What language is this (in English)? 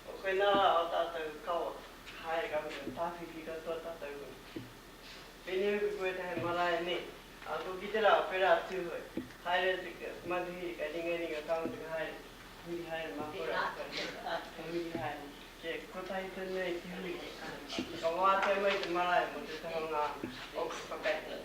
Māori